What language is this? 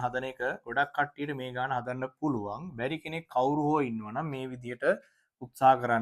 Sinhala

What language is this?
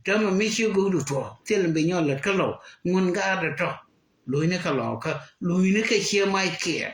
Nuer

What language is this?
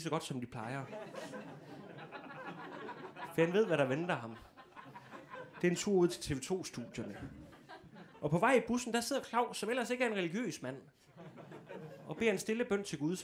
Danish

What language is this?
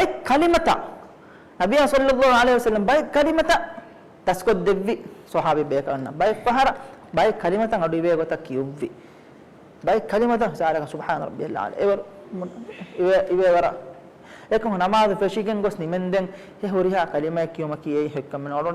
Divehi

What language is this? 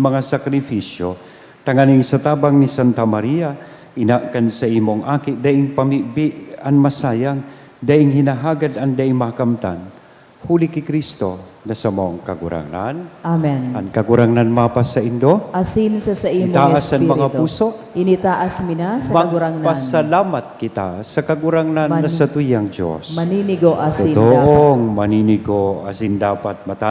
Bikol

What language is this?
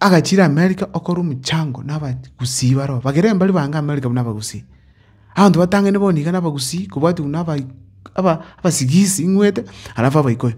Gusii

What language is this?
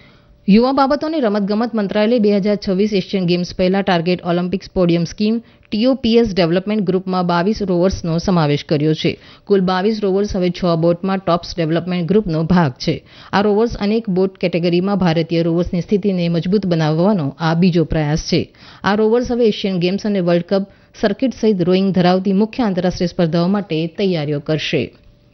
Gujarati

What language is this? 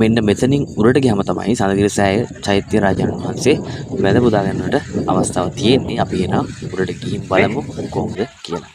Sinhala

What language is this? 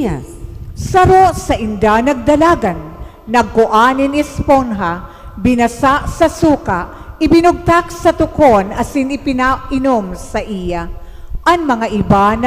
Bikol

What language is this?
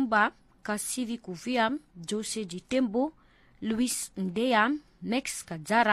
Swahili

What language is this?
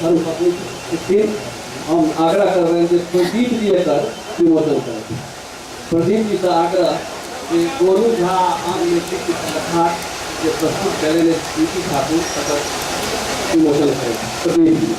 Maithili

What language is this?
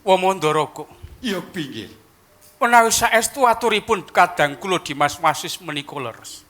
Javanese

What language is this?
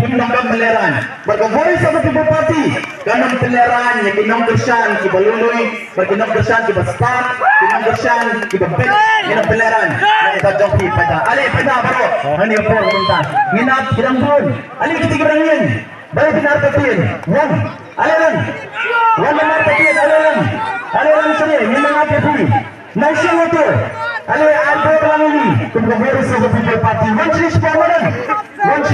Khasi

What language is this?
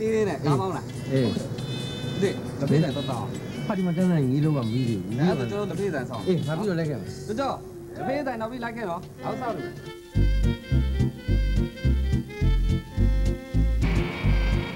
Burmese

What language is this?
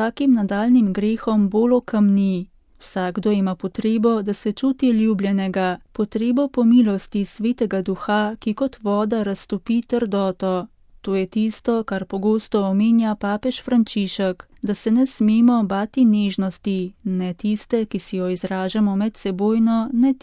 Slovenian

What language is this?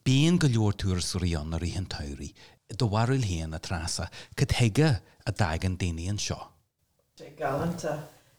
Irish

